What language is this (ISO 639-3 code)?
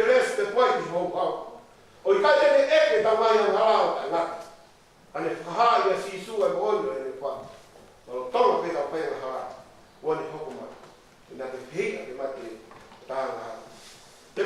ton